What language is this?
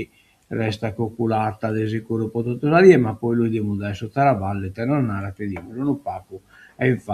Sardinian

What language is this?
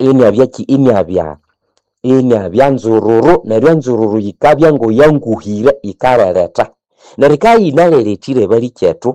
Nande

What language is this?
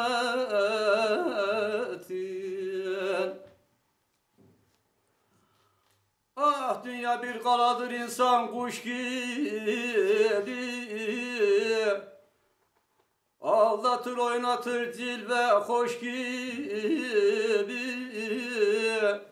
Turkish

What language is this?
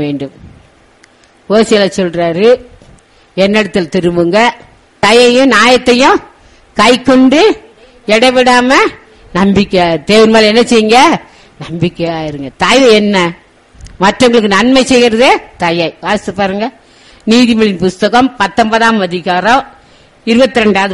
Tamil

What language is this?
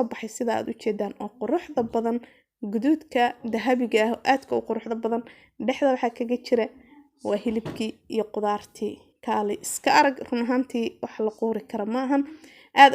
Somali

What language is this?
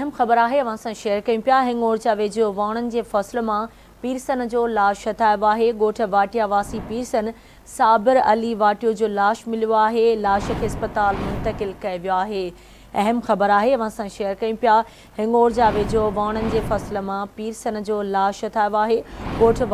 Sindhi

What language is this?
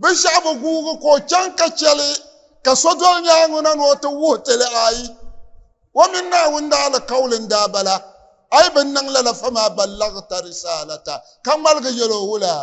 Dagbani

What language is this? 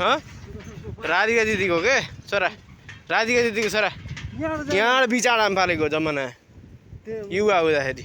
Nepali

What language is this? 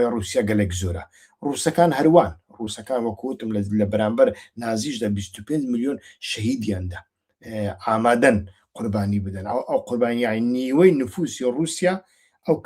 Central Kurdish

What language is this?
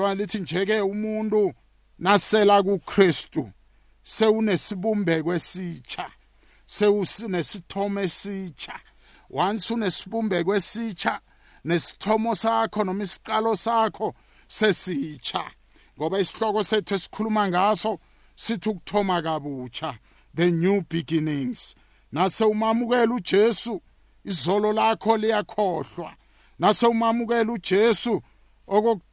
South Ndebele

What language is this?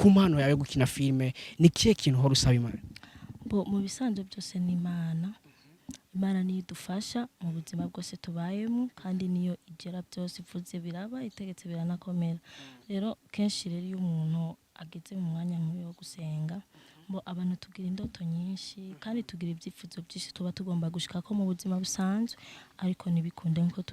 Rundi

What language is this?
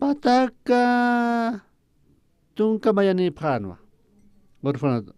Aymara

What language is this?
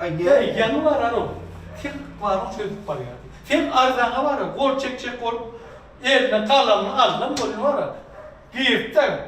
Turkmen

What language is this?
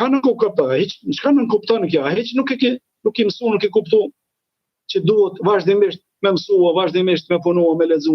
Albanian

